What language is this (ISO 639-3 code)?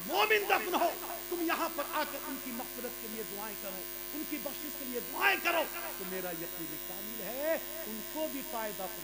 urd